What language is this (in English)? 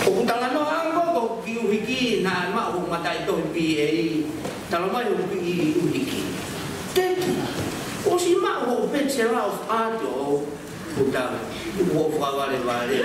Tongan